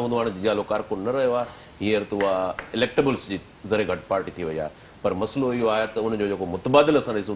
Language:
Sindhi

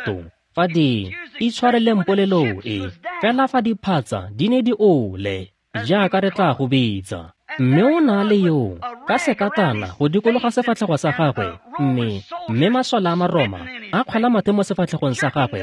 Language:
Tswana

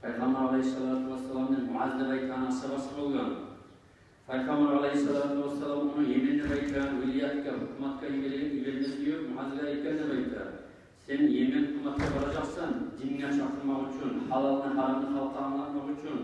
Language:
Kumyk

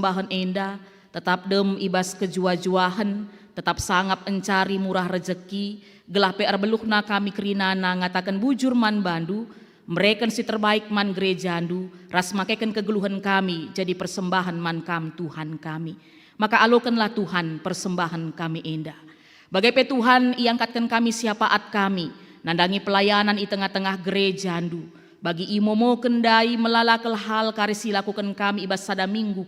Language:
Batak Karo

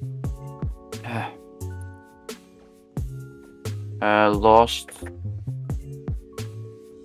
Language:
Dutch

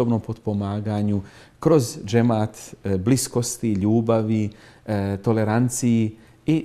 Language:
Bosnian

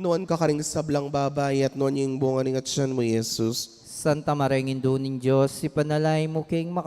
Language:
Pampanga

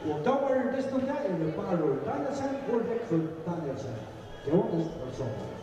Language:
Faroese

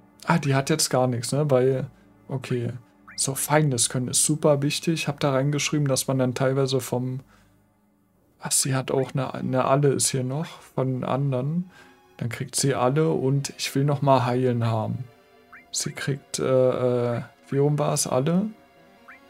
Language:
German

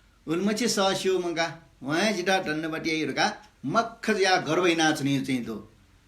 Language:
Newari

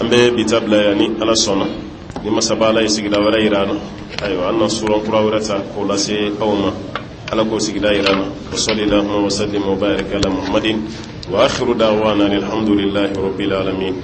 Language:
Bambara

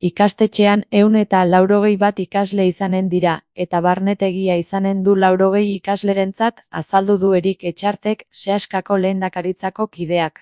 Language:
Basque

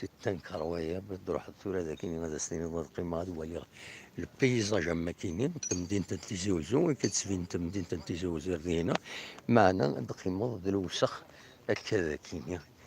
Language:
Kabyle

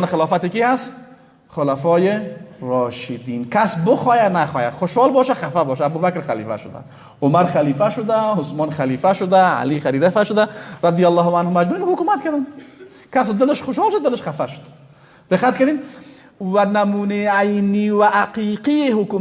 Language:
Persian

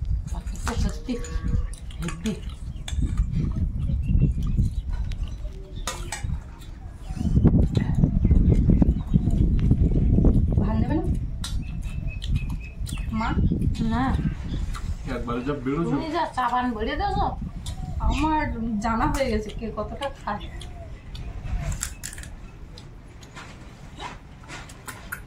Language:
Bangla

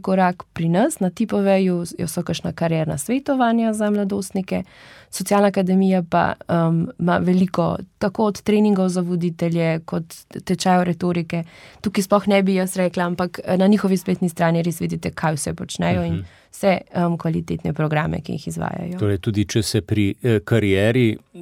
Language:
Slovenian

